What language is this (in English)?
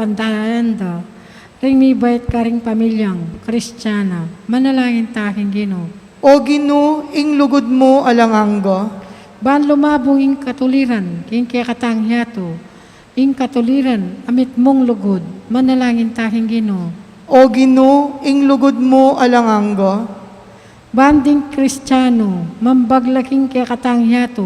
Pampanga